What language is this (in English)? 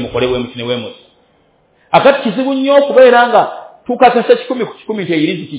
Ganda